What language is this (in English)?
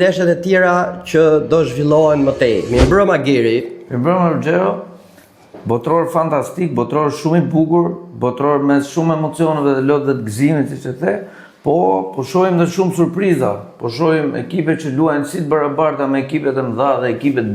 Albanian